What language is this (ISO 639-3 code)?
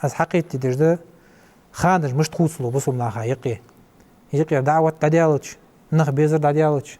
inh